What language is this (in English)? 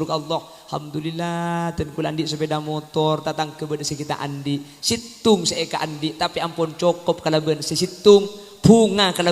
Madurese